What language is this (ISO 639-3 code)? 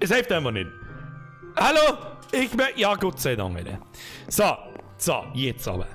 bar